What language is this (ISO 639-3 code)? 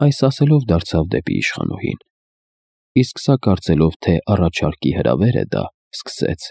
hye